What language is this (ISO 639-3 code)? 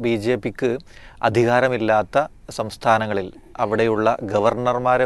mal